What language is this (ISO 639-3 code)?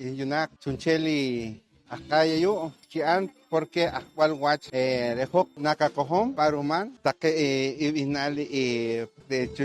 poh